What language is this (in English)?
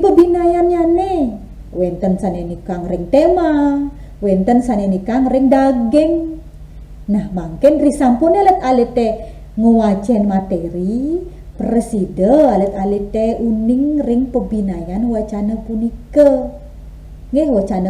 Balinese